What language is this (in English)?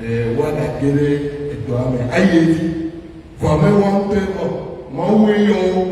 Ewe